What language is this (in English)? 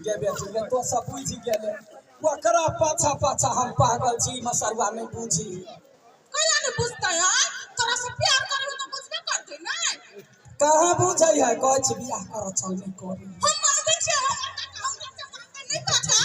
Maithili